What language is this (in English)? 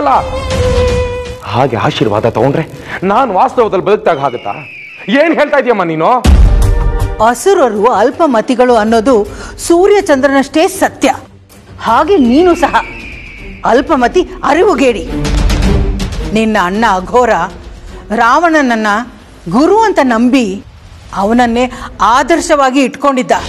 Kannada